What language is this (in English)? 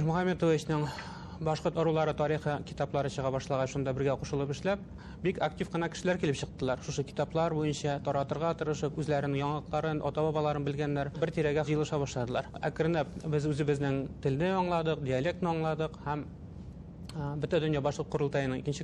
Bashkir